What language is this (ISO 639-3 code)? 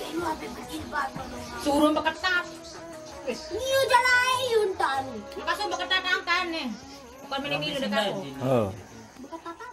sas